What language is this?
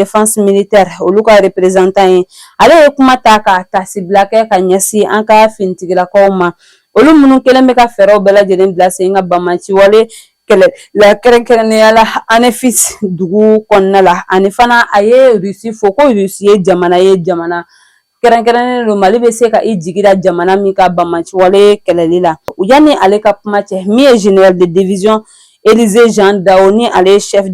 Bambara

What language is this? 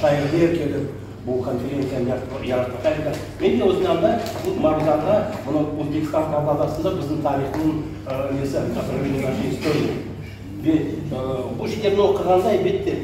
Crimean Tatar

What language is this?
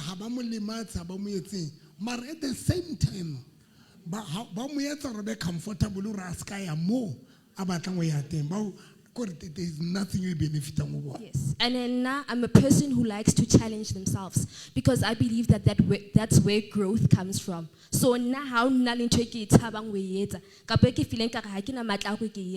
Southern Sotho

